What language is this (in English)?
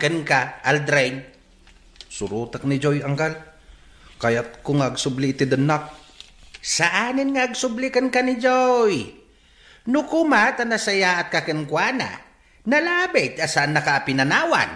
Iloko